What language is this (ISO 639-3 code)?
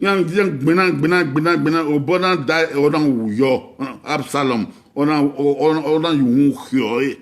bin